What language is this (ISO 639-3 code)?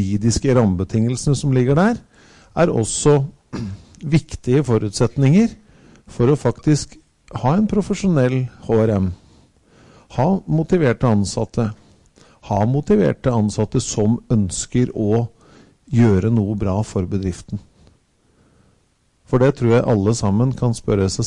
nor